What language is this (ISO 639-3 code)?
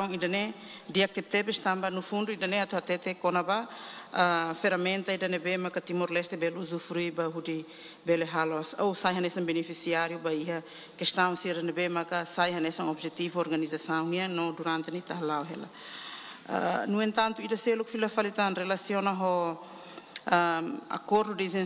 tet